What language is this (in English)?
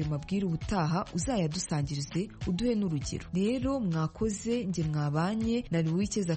Kinyarwanda